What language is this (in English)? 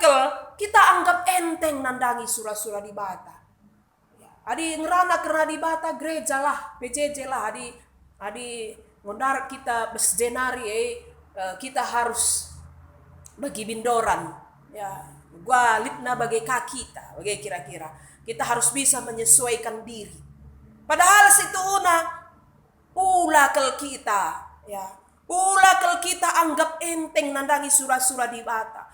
Batak Karo